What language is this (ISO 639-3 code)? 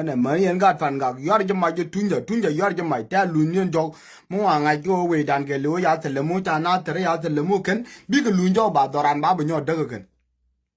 nus